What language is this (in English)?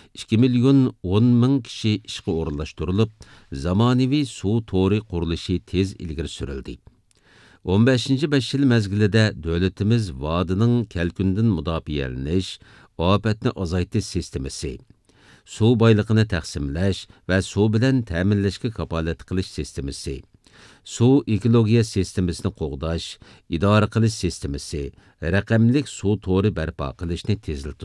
Uyghur